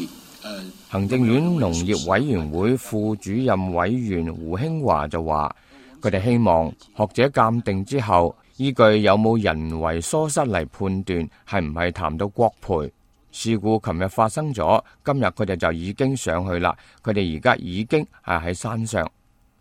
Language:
Cantonese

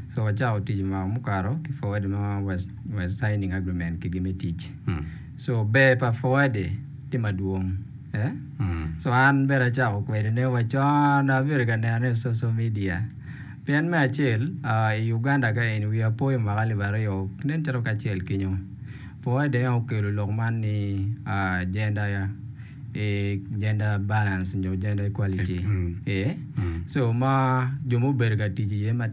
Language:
Acoli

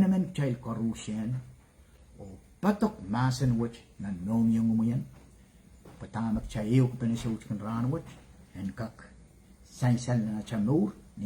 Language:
Pohnpeian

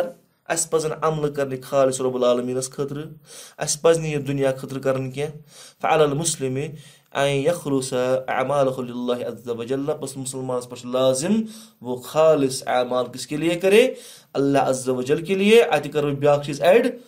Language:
Kashmiri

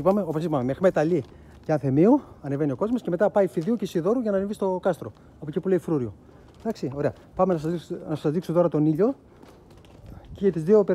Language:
Greek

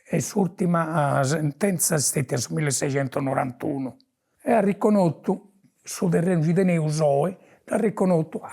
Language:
Sardinian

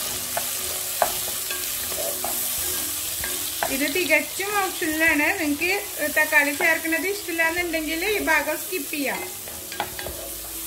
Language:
Malayalam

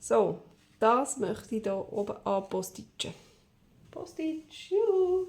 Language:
Swiss German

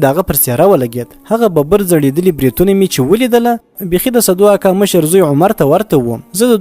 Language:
Pashto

